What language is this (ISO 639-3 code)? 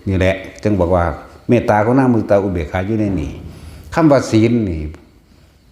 tts